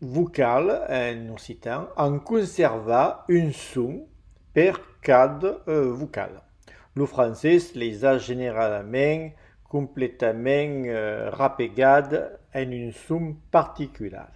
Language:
Occitan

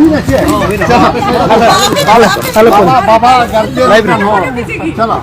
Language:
Santali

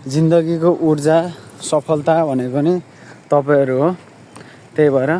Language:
Nepali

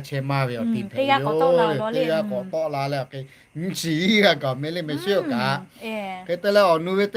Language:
Lahu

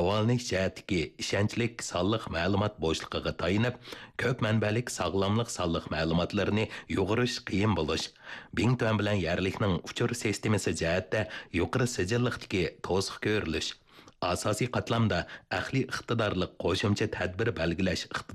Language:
Uyghur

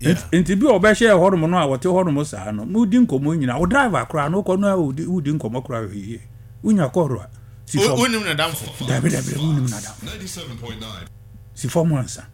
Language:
Akan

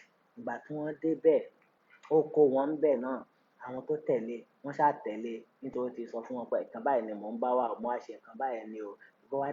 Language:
Yoruba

